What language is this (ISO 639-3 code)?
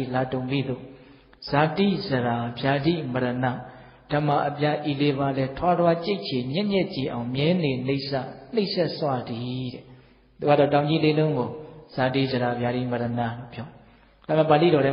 mya